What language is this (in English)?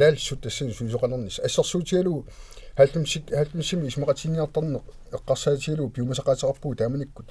Kalaallisut